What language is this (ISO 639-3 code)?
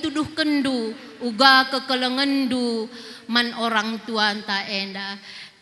btx